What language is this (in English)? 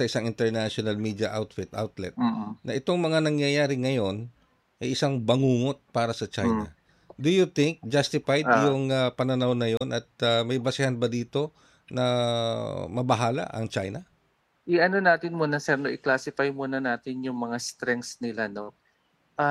Filipino